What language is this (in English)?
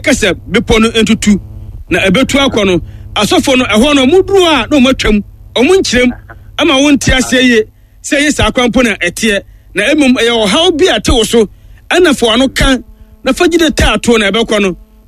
Akan